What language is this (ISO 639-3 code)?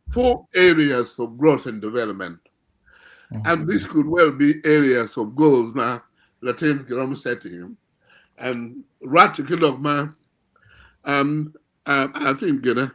ach